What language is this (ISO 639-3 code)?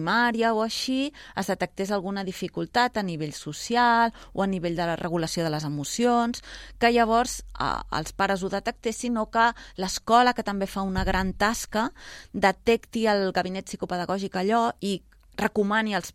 cat